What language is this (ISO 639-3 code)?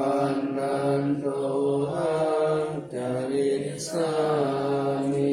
pli